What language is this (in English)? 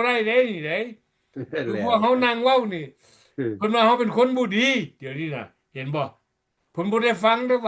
Lao